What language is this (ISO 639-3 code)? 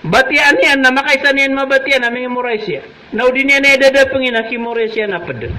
mrw